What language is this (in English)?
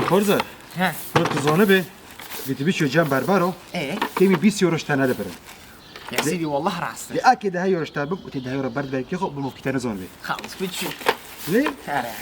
Kurdish